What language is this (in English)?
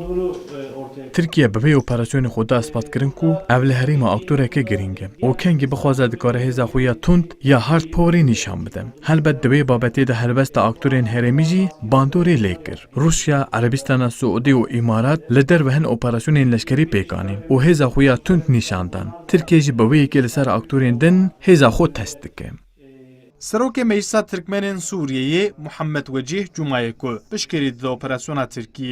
Kurdish